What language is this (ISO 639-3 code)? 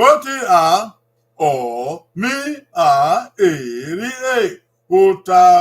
bin